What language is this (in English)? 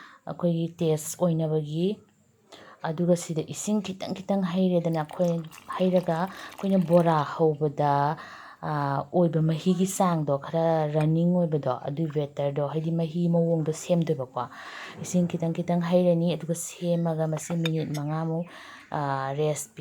Manipuri